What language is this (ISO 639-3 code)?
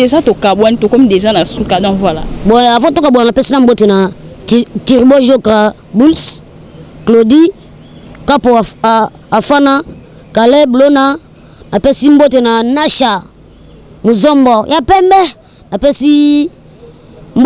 lin